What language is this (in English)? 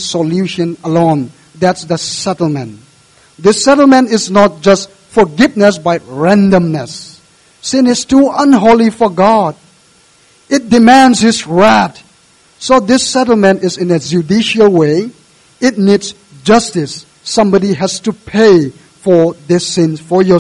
English